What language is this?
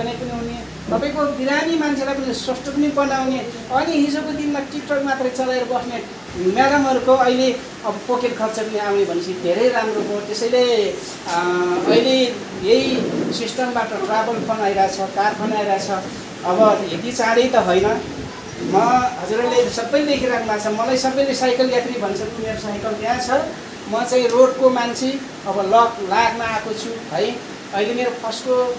Nepali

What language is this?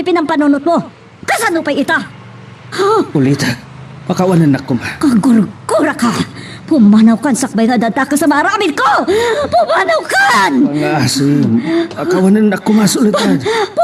Iloko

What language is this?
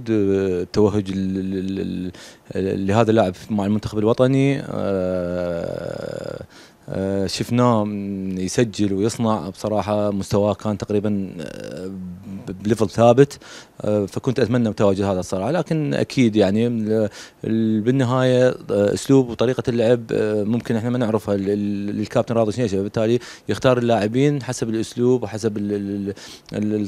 Mesopotamian Arabic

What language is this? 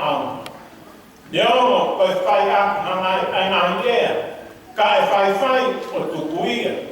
Tongan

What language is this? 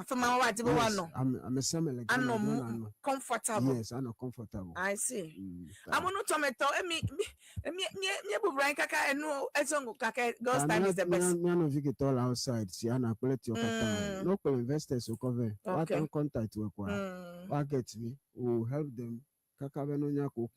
Ewe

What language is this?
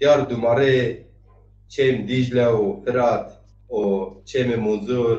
Zaza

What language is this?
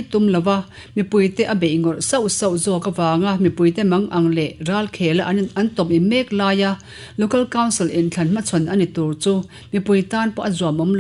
Mizo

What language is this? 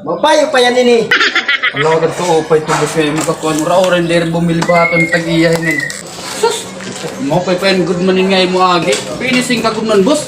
Waray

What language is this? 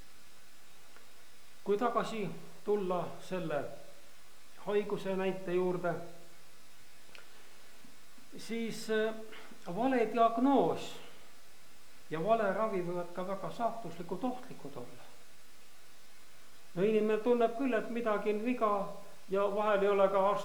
Estonian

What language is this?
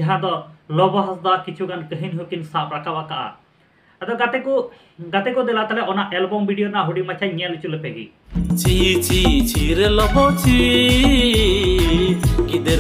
Santali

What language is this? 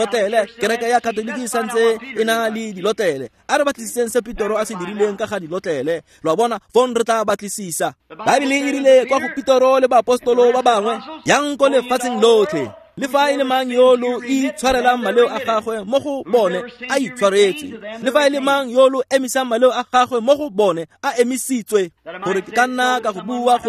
Tswana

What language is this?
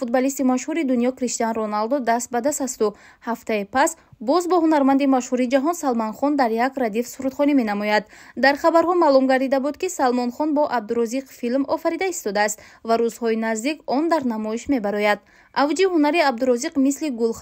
Tajik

